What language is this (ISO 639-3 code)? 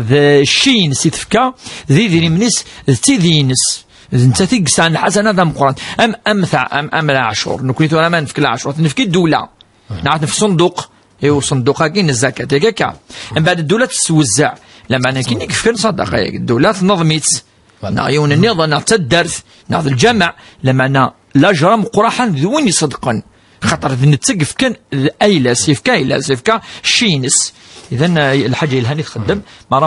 kab